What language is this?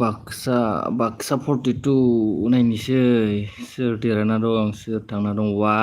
Bodo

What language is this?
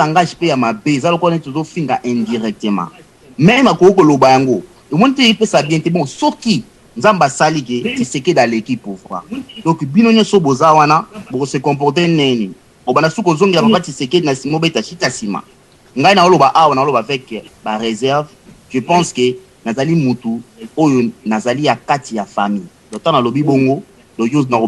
Lingala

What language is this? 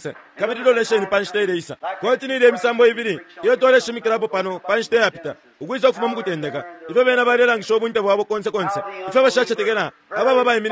Bemba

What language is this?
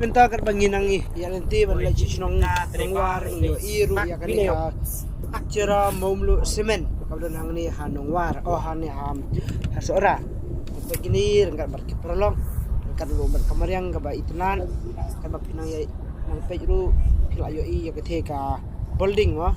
Khasi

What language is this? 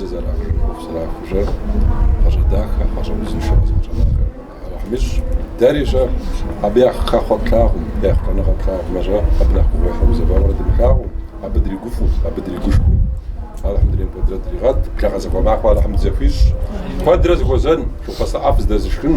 Kabardian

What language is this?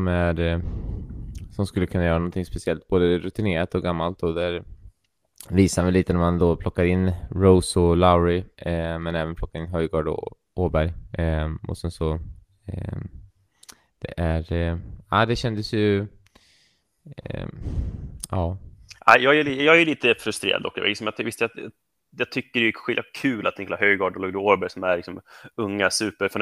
Swedish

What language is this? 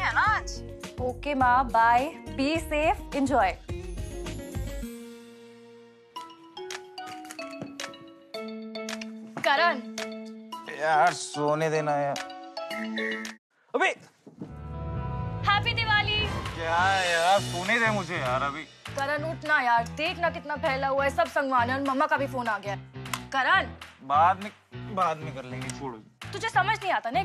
Hindi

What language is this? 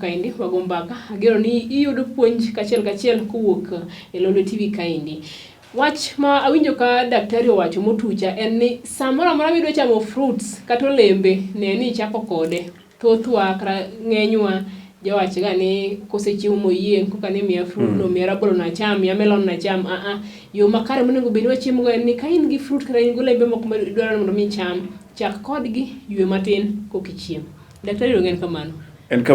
Luo (Kenya and Tanzania)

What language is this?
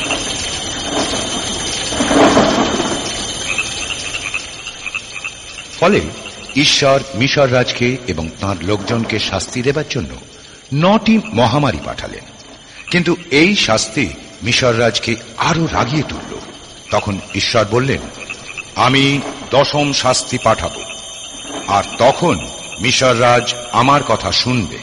Bangla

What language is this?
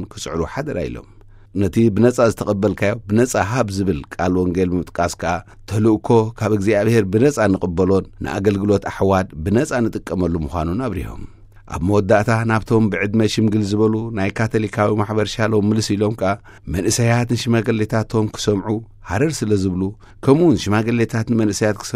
Tigrinya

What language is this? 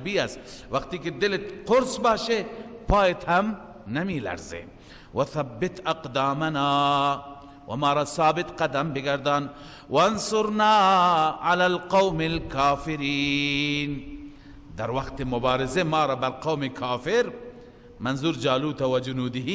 Persian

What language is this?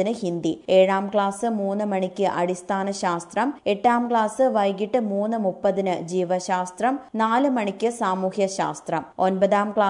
Malayalam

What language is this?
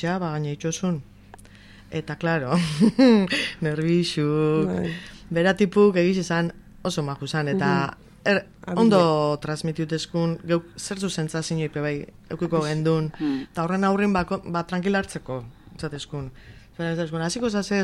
Basque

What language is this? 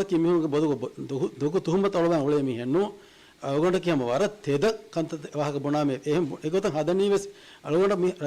Divehi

